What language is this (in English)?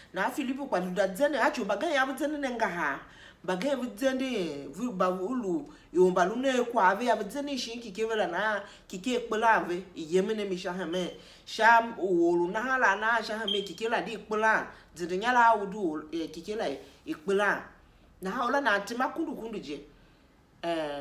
Tiv